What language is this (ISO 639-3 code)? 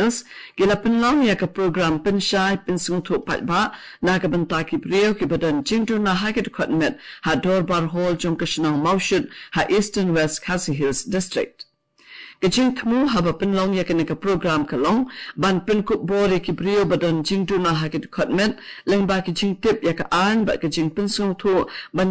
kha